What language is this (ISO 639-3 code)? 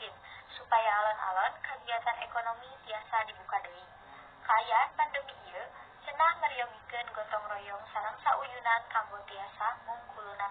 sun